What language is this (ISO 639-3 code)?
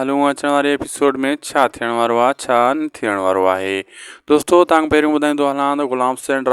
snd